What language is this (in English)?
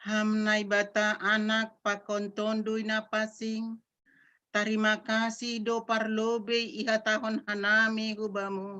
Batak Simalungun